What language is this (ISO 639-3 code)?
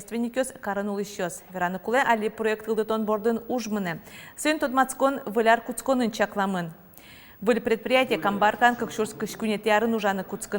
udm